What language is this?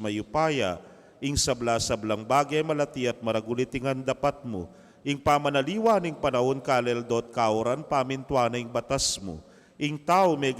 Pampanga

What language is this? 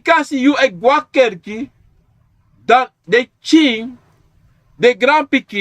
Sranan Tongo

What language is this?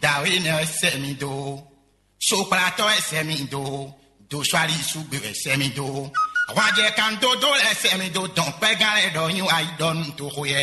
Fon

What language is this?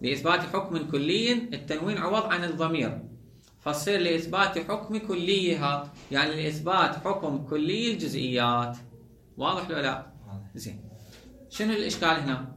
Mesopotamian Arabic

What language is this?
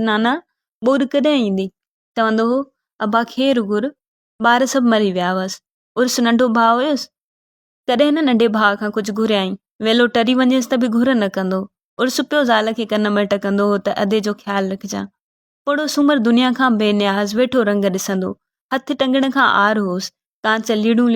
Sindhi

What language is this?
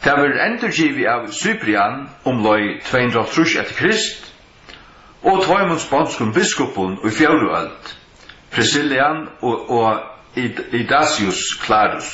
Faroese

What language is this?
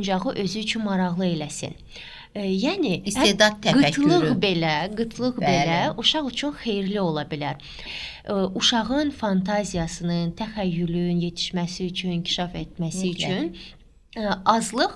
Azerbaijani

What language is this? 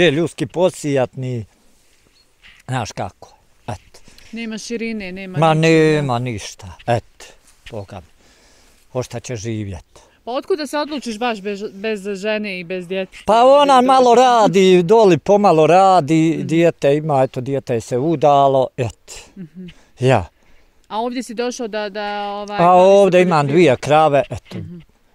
Bosnian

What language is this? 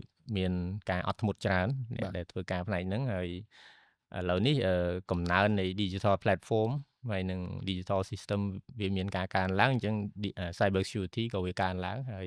Khmer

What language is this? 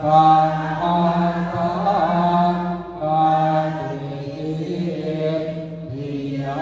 Pali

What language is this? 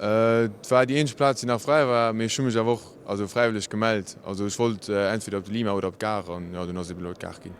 Luxembourgish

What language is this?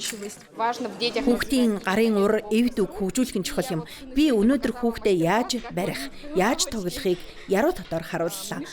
Mongolian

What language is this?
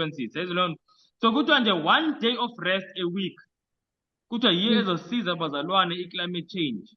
Zulu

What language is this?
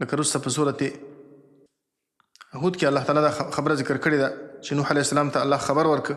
Pashto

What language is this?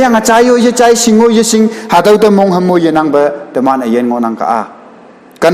Konyak Naga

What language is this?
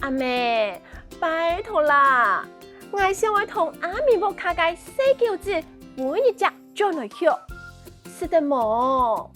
Hakka Chinese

